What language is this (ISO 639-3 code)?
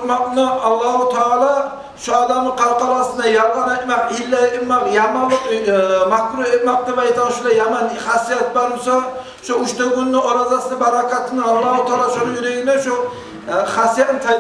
kum